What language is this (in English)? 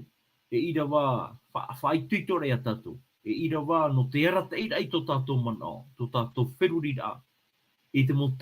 Tahitian